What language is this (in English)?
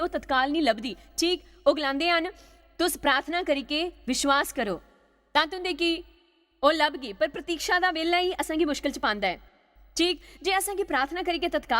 Dogri